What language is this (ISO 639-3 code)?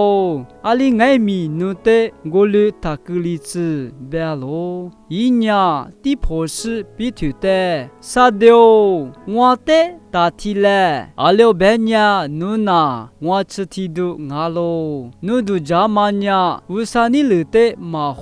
lis